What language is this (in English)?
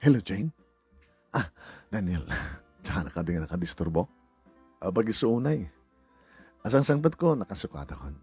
Iloko